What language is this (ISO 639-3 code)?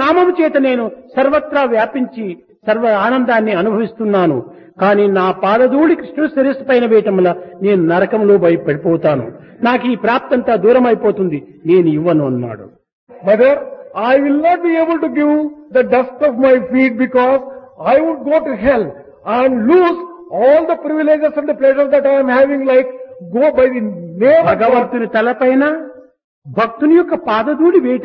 tel